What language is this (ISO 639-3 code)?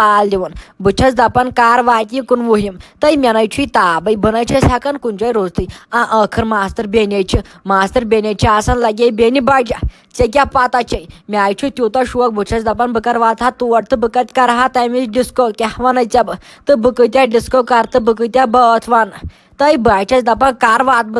kas